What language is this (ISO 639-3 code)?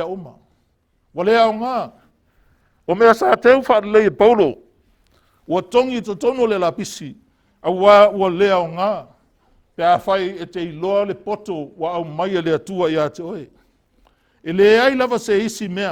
smo